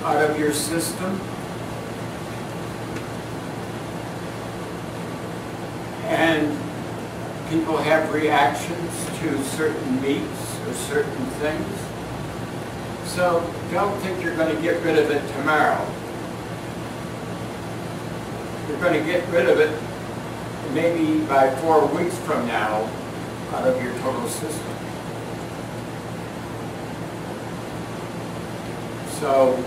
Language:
English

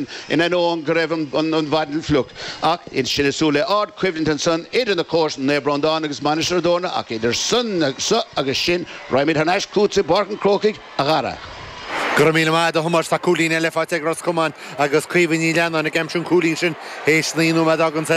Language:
Irish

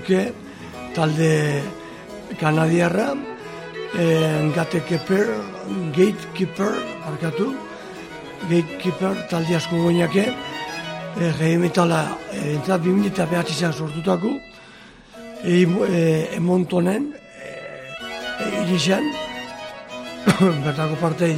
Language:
Basque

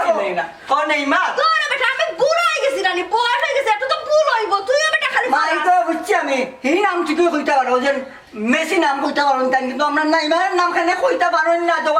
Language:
Sylheti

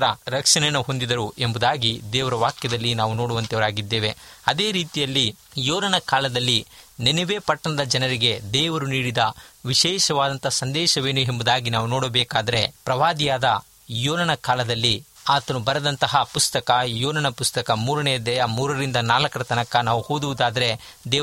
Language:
Kannada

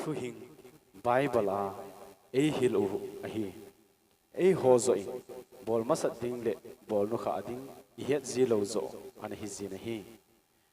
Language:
Thado Chin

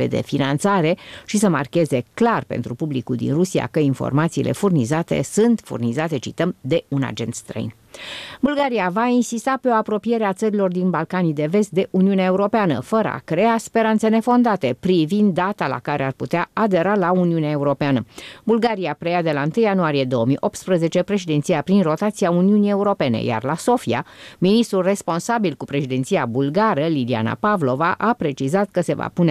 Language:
Romanian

